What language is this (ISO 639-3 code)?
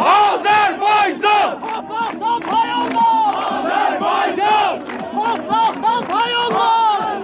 azb